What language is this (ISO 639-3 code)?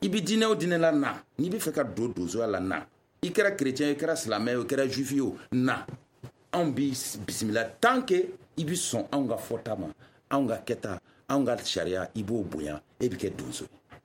bam